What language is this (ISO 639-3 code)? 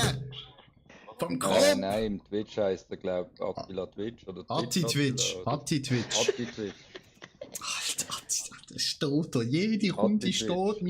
gsw